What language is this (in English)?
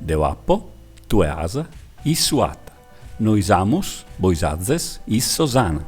Sardinian